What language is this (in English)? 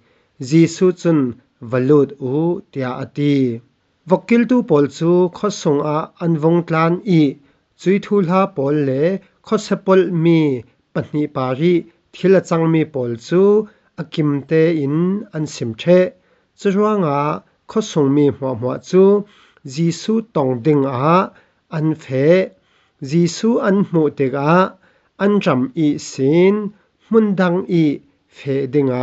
Falam Chin